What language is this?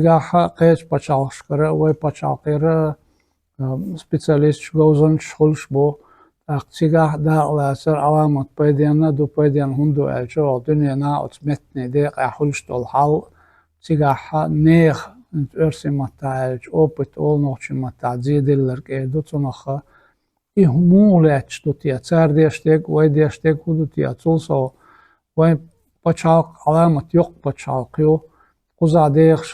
Chechen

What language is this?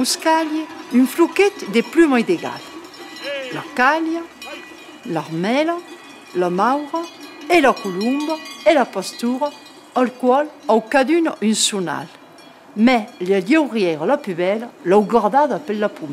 Occitan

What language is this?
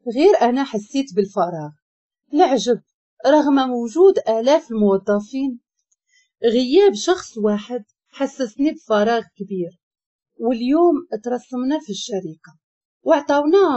Moroccan Arabic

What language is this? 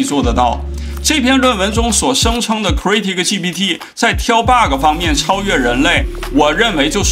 Chinese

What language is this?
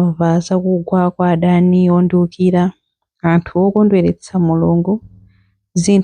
Nyanja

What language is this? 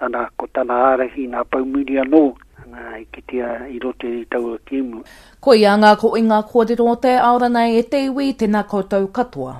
Māori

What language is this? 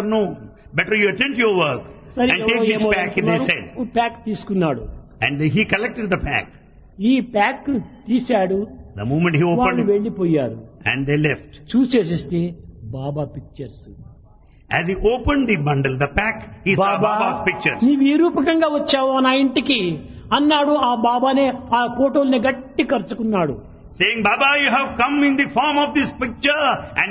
Telugu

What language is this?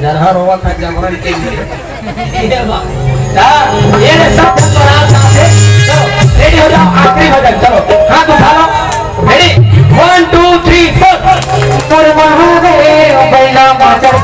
Chhattisgarhi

